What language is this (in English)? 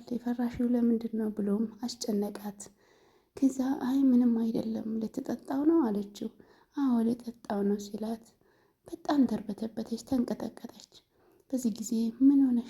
Amharic